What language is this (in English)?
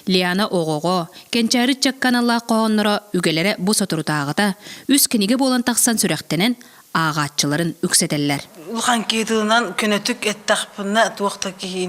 Yakut